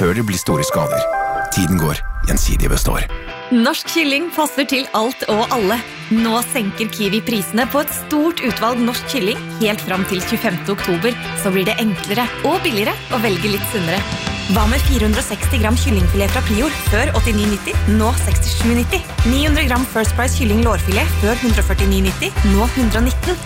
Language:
Norwegian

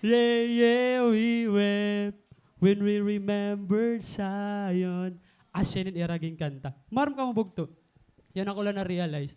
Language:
Waray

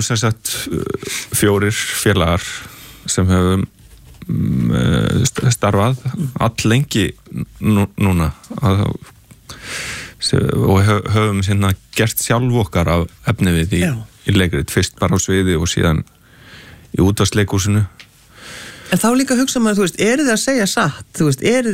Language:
Icelandic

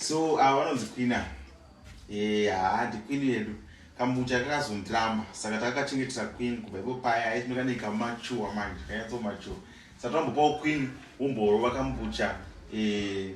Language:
Shona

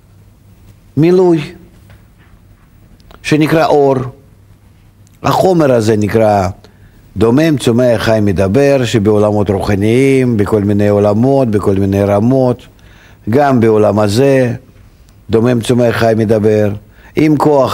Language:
Hebrew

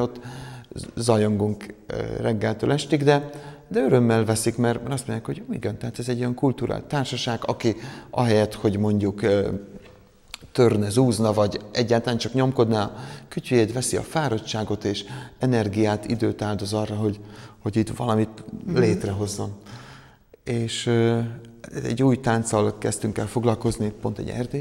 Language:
Hungarian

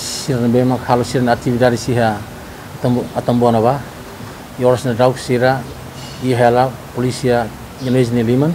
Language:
Tetum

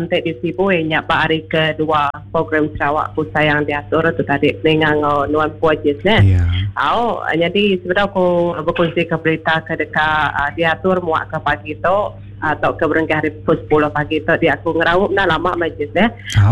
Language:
Iban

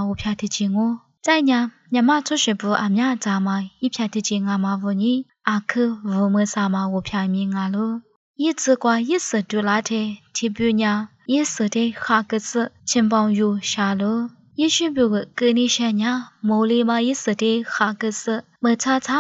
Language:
Lisu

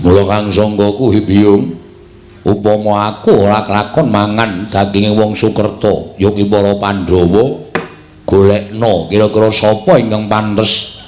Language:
Javanese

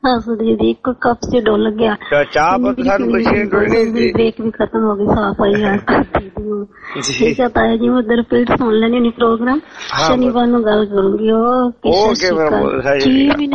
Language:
Punjabi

